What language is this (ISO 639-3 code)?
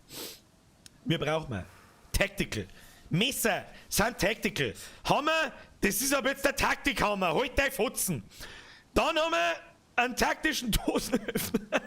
bar